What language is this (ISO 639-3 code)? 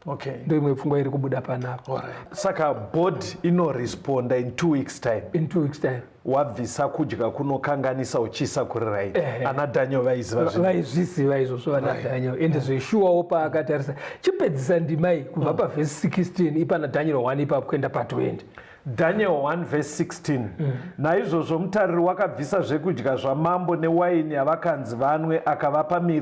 sna